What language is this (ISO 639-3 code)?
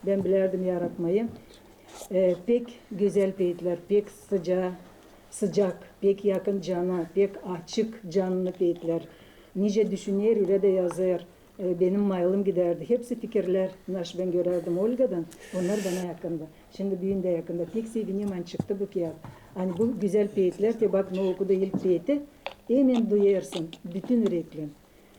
gag